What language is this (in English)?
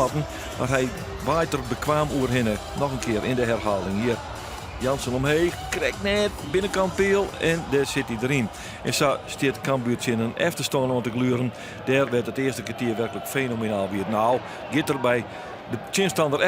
Western Frisian